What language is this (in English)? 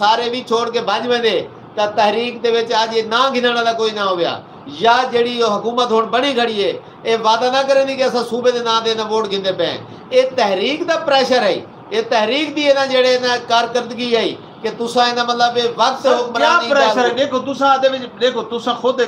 Saraiki